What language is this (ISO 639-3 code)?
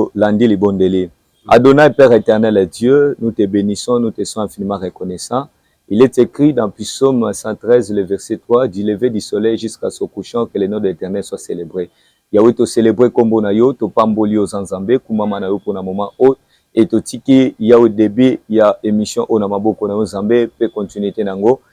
lin